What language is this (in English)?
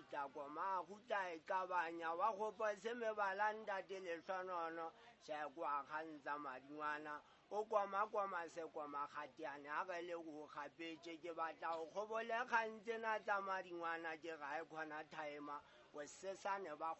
Southern Sotho